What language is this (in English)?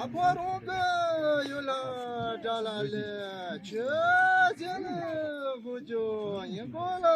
Tibetan